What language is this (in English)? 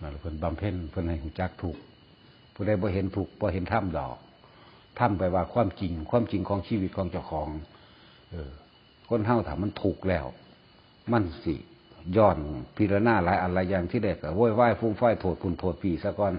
Northeastern Thai